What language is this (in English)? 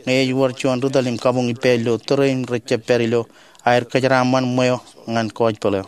Marshallese